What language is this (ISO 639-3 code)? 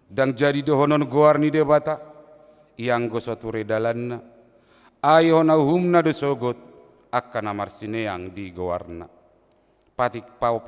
bbc